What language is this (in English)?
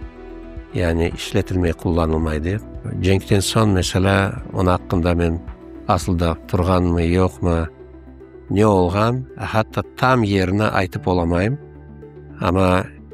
Crimean Tatar